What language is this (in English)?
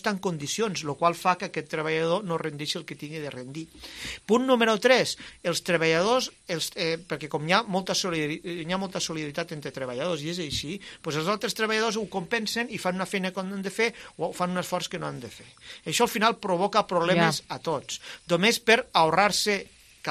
Catalan